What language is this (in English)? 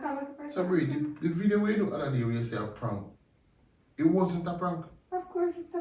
Jamaican Creole English